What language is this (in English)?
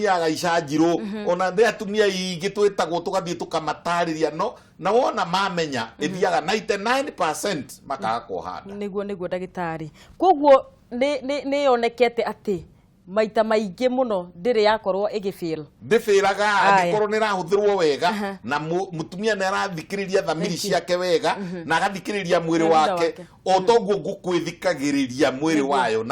Kikuyu